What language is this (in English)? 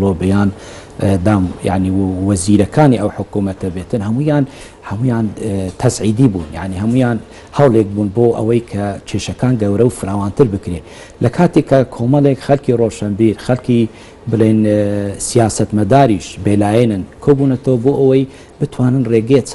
Central Kurdish